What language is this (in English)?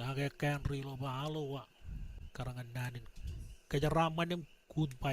Marshallese